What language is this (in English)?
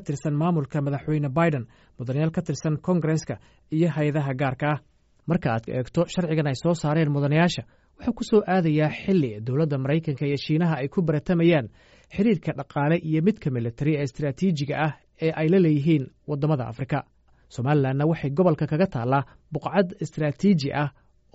Somali